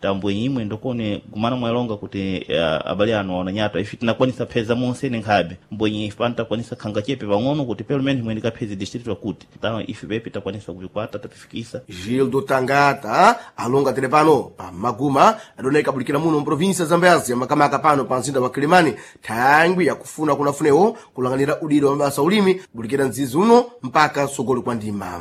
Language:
Sena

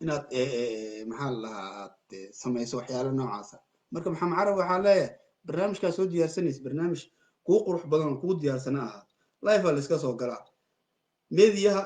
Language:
Somali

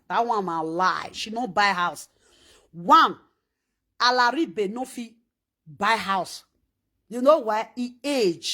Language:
Nigerian Pidgin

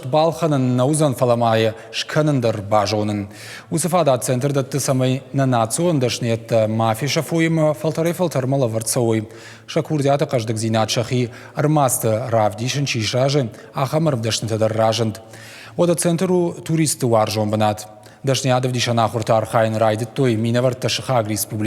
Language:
Ossetic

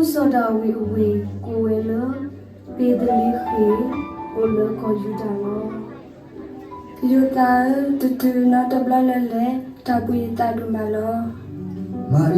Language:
S'gaw Karen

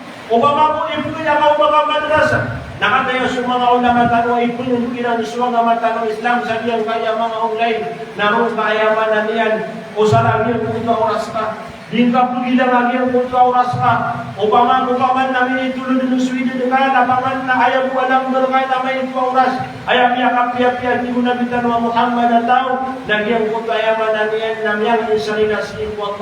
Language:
Maranao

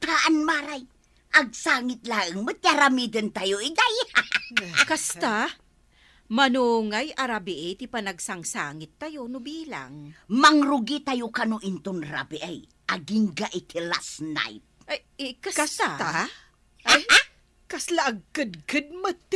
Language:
Iloko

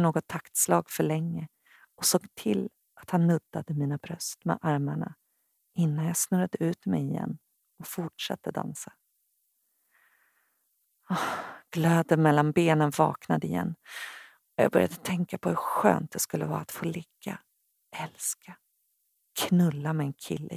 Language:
Swedish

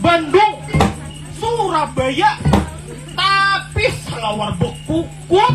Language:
Banjar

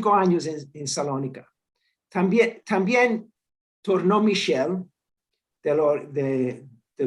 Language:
Ladino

